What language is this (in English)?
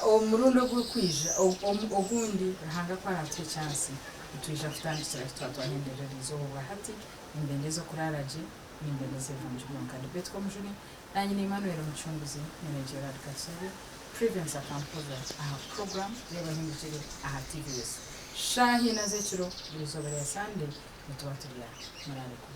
Nyankole